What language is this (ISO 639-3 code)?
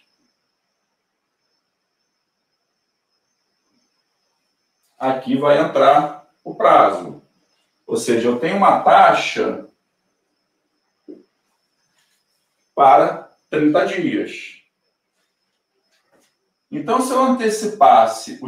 por